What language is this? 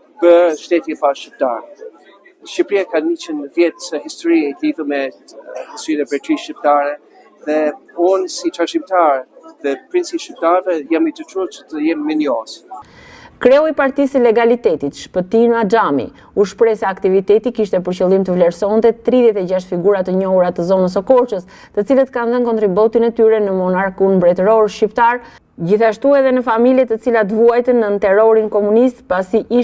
Albanian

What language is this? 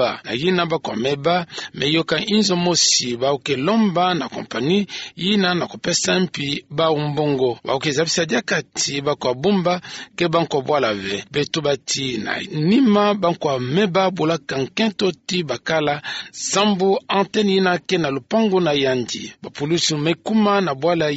Kituba (Democratic Republic of Congo)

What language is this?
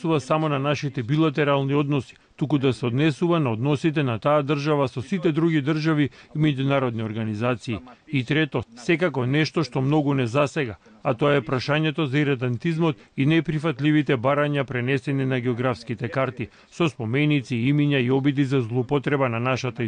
Macedonian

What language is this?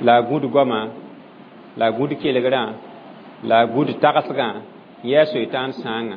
Mossi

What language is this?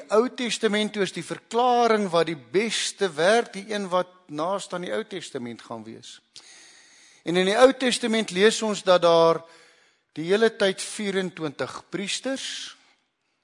Afrikaans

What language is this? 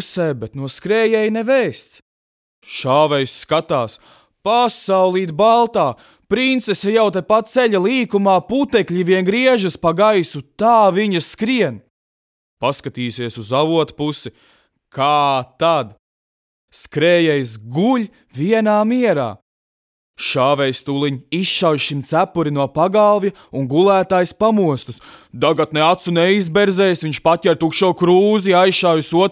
Latvian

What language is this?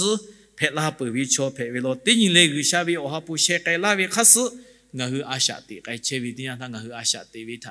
Lahu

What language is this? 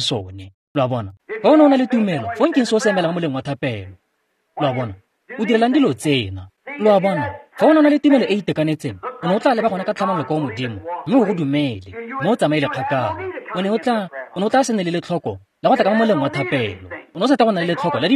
Tswana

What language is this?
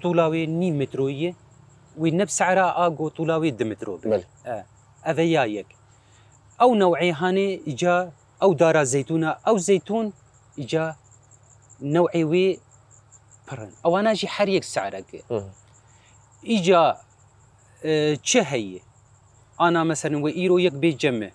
Kurdish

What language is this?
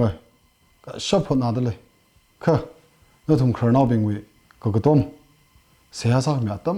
Tangkhul Naga (India)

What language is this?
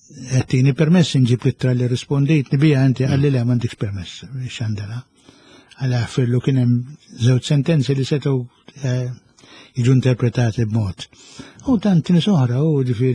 Maltese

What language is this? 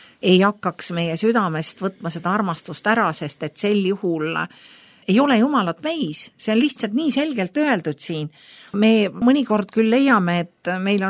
Estonian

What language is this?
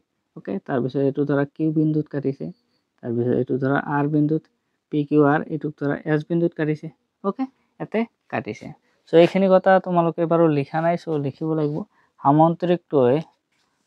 Assamese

